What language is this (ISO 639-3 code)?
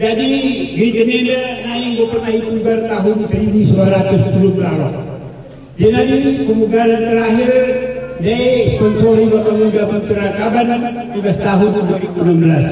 btx